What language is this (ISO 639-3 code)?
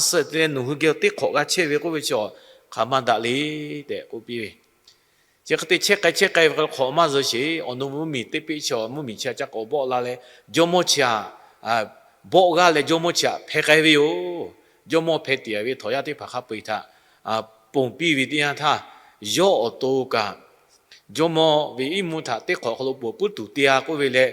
lhu